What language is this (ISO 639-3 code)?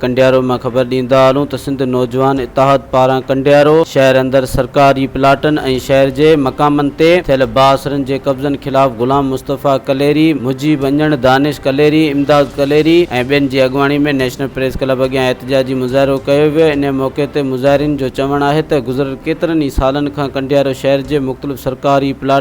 snd